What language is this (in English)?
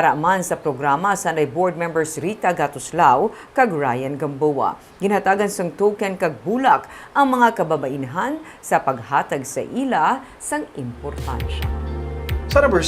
Hiligaynon